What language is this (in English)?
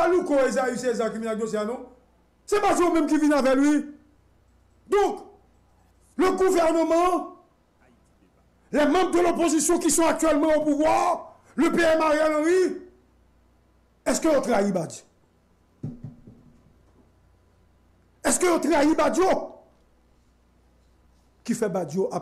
French